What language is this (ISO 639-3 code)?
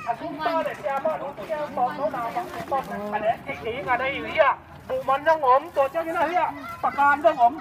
ctd